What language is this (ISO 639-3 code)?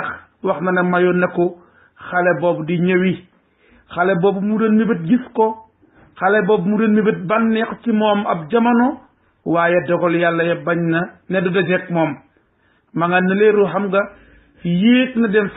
wol